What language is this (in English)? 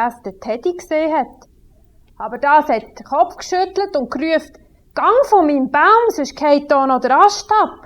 Swiss German